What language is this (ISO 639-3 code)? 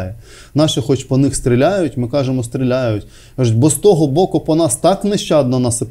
ukr